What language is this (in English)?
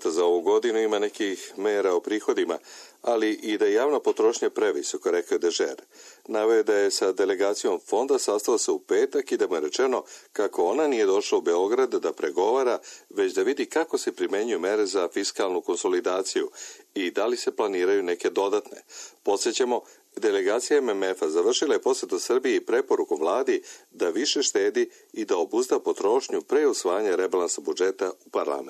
Serbian